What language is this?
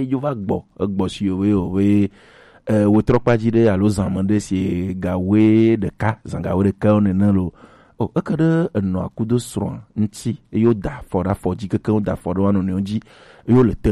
Gen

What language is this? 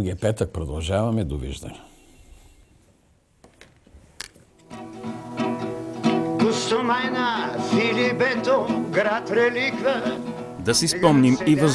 Bulgarian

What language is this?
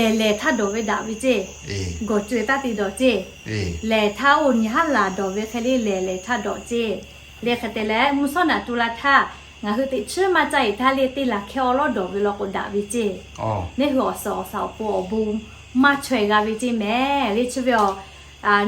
Lahu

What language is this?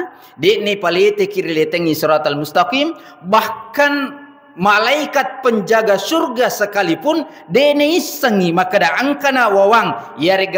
Buginese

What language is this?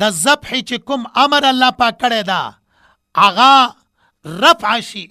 Pashto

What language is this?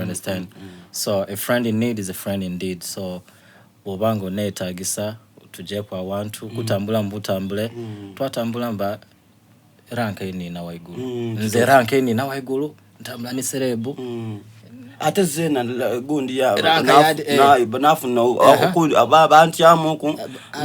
Soga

